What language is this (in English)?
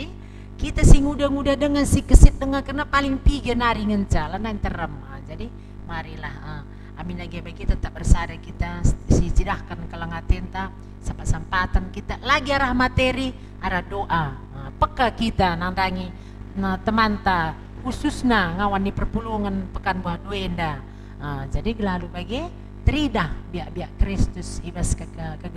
Batak Karo